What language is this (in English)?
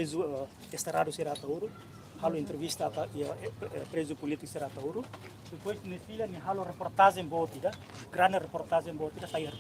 Tetum